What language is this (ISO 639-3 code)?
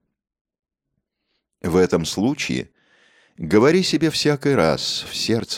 rus